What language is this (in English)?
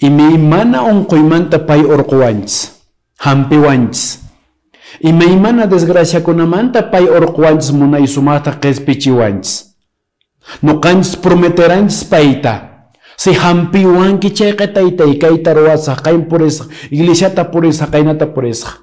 Quechua